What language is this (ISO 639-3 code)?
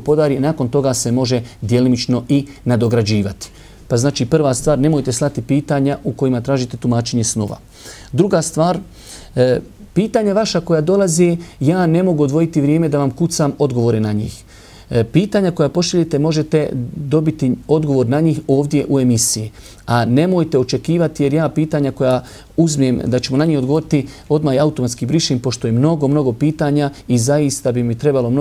bos